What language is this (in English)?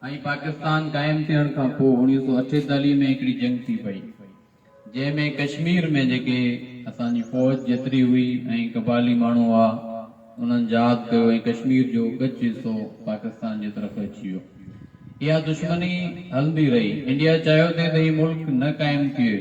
Sindhi